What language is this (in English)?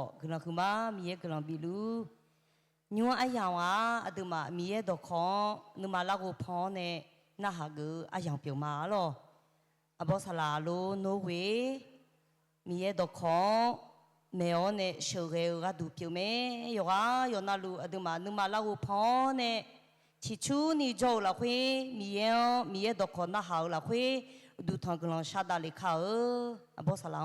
Akha